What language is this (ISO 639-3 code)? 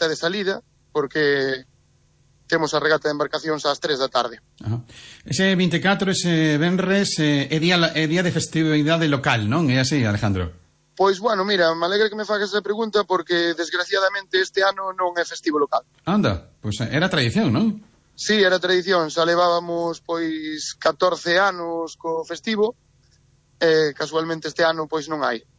glg